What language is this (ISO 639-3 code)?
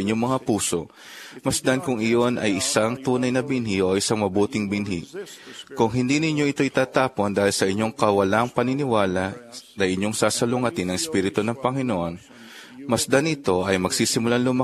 fil